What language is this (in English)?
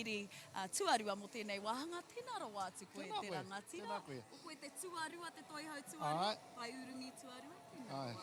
Māori